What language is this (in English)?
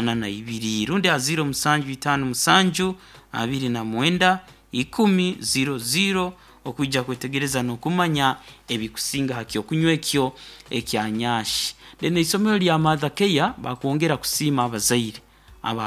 Nyoro